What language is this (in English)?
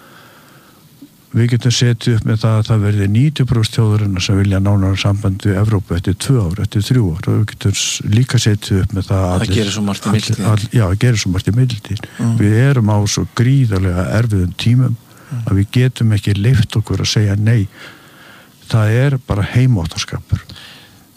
Icelandic